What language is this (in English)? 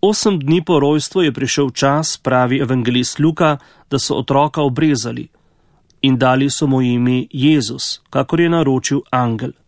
Slovenian